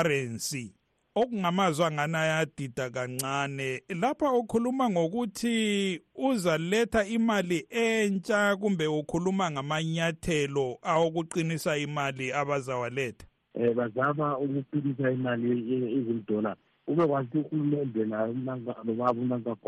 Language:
North Ndebele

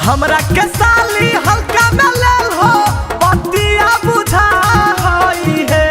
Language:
Magahi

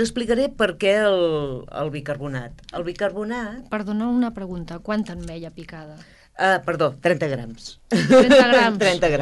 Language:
Catalan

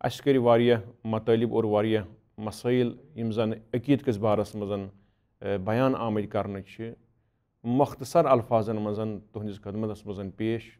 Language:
Kashmiri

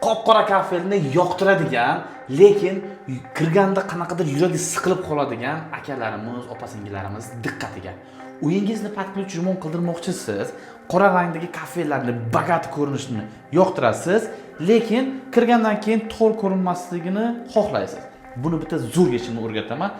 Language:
Uzbek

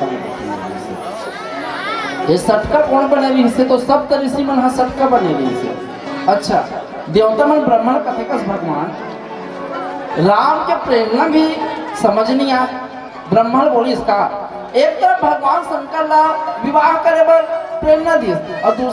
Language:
Chhattisgarhi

